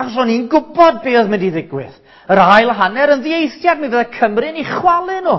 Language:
Welsh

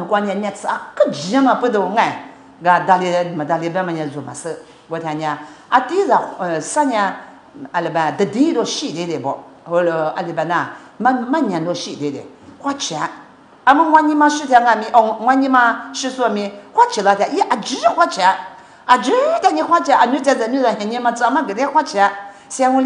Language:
Lisu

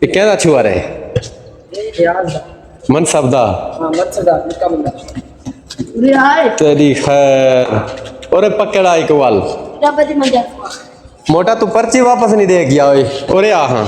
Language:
Saraiki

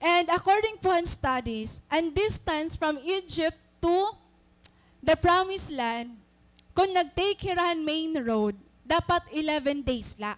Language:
Waray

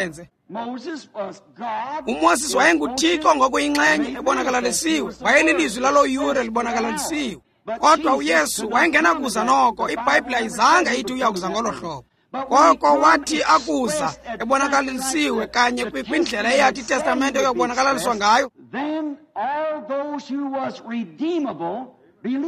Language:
Xhosa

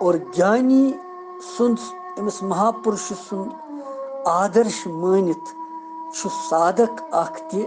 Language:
Kashmiri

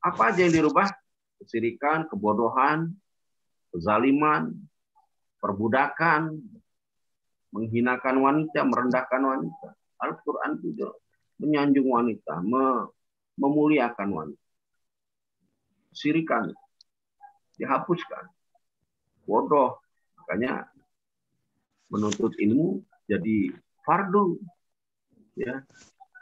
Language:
Indonesian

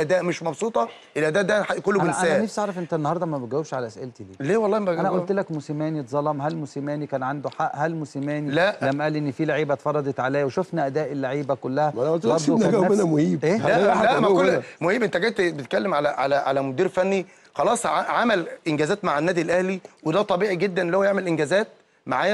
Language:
Egyptian Arabic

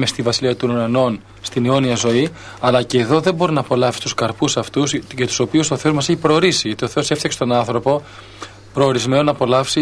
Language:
Greek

